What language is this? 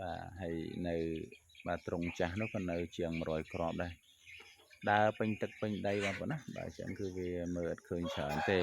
Khmer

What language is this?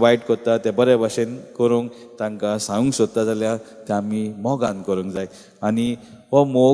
Konkani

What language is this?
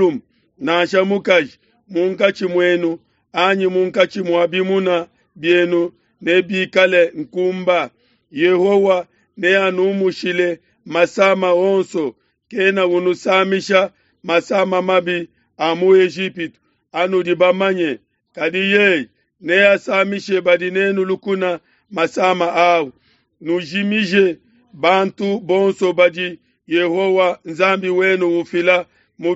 Luba-Lulua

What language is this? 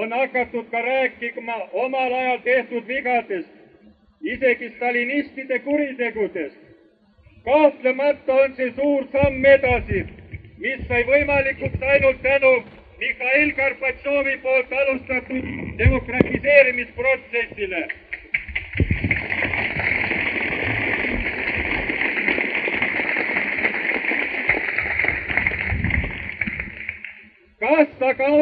Estonian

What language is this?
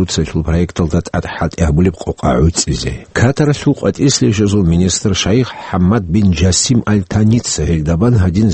Avaric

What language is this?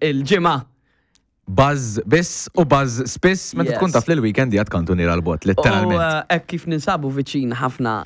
Maltese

